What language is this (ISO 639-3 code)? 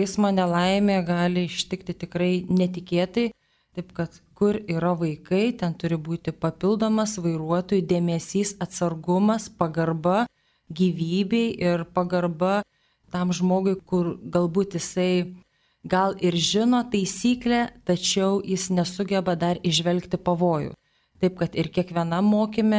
lit